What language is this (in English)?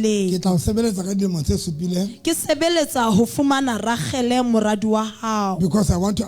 Southern Sotho